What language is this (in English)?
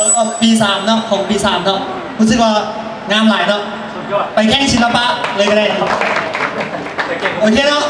Lao